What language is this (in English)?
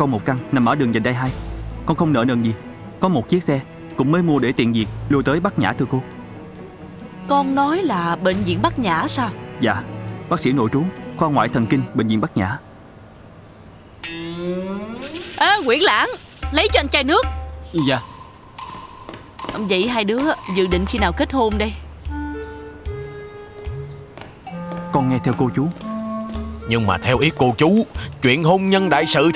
Vietnamese